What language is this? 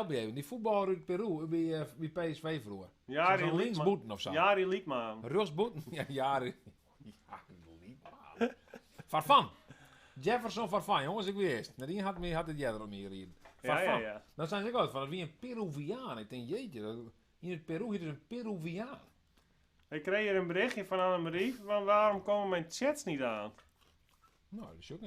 Western Frisian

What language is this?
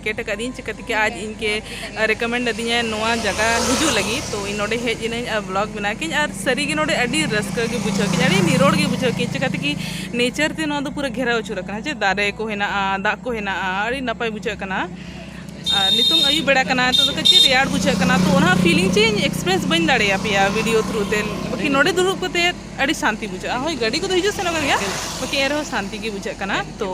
Santali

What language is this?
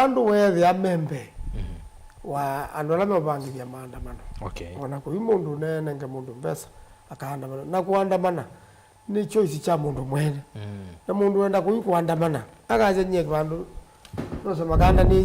Kamba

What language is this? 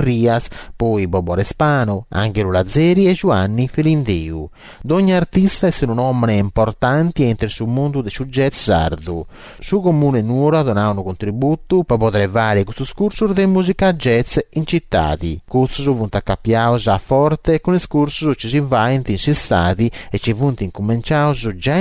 Sardinian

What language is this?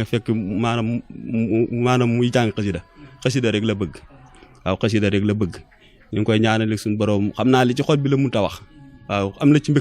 Wolof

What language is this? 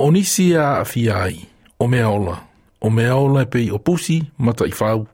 Samoan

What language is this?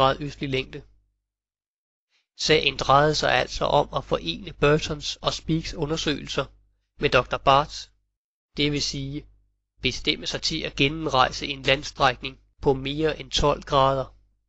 Danish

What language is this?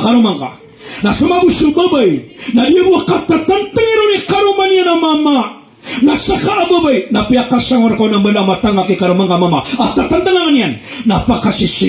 Maranao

